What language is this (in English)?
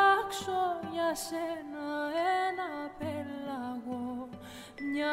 Greek